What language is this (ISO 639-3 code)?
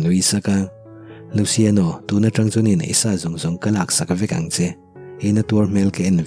lus